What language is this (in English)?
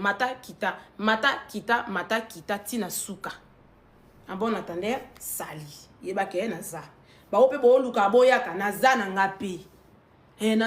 Lingala